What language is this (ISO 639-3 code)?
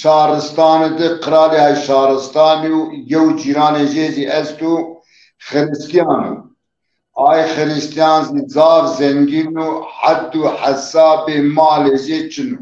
zza